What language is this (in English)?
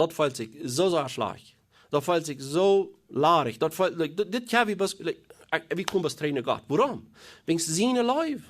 Plautdietsch